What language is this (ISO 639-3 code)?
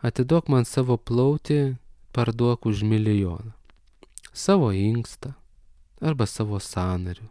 lit